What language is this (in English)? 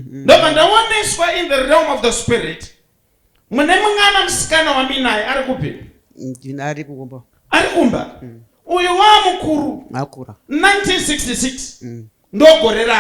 Shona